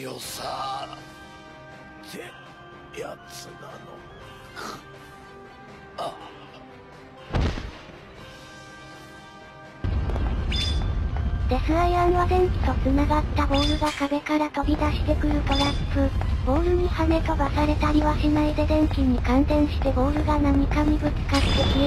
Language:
Japanese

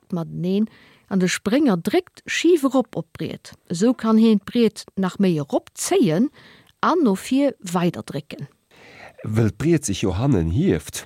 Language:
Luxembourgish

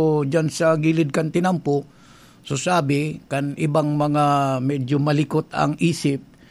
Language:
Bikol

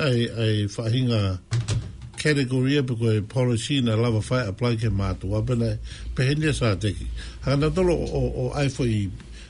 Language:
Tongan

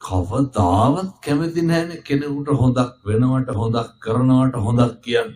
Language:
Sinhala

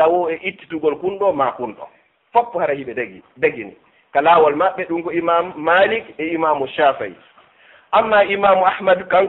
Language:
Fula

